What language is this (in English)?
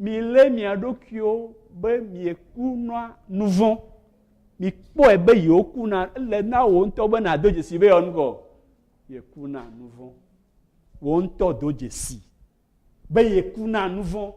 Ewe